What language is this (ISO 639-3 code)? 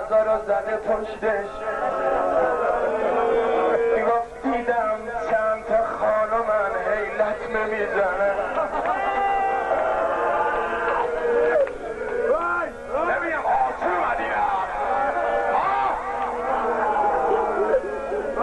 fas